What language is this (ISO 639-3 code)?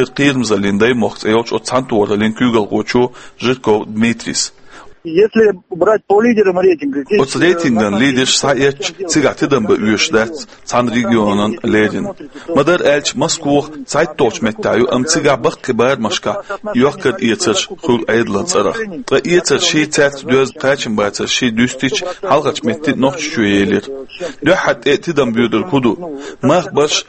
che